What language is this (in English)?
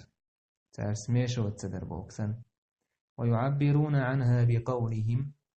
Chechen